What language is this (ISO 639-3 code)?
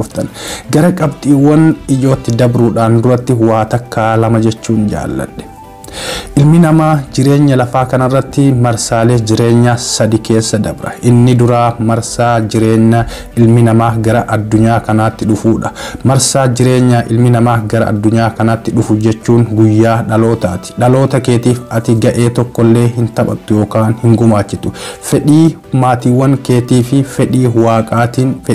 orm